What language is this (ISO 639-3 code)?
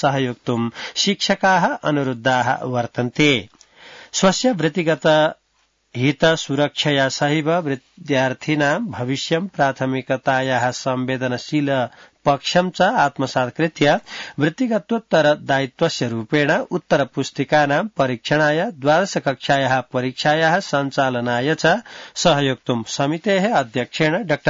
san